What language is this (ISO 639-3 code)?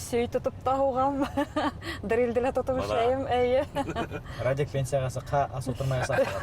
bak